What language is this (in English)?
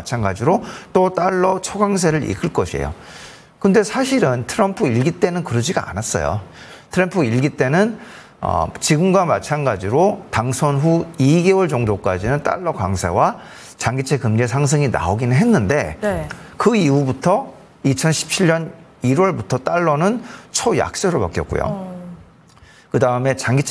Korean